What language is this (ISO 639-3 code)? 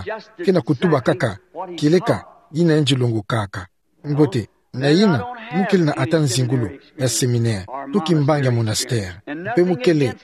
ktu